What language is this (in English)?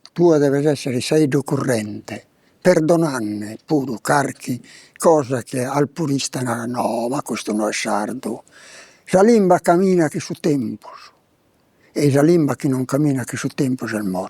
Sardinian